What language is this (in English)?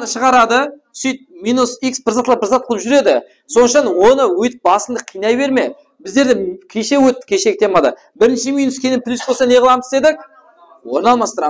Kara-Kalpak